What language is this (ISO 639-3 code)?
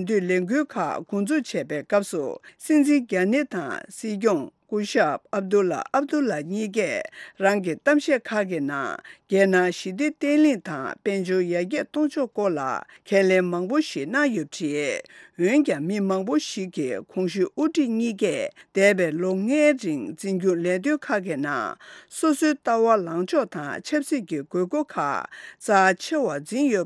bod